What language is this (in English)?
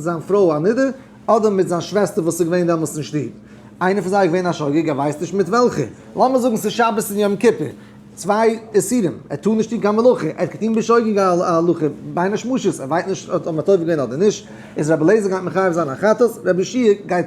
Yiddish